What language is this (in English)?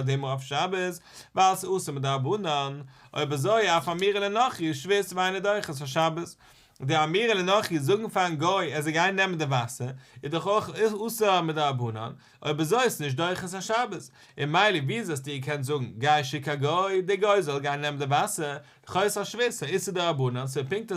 Yiddish